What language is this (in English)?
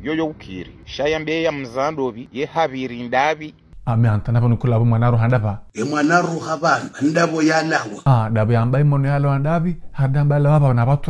Ngazidja Comorian